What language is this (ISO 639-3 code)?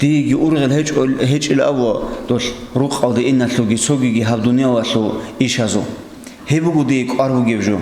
ava